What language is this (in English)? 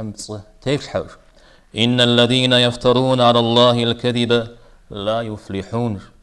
Kabardian